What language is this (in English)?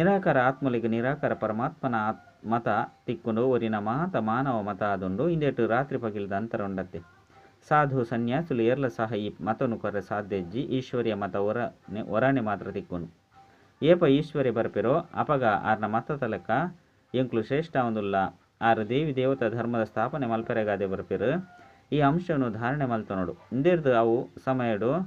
Tulu